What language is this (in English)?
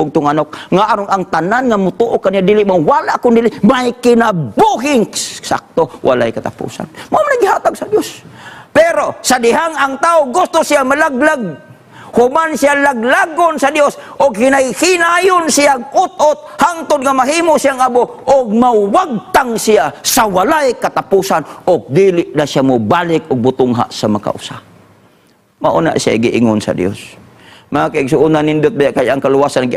Cebuano